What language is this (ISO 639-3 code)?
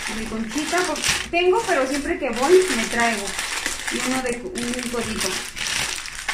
spa